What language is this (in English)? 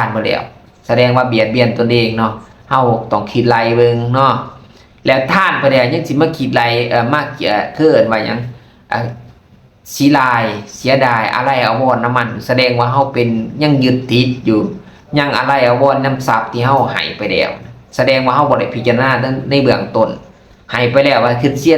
Lao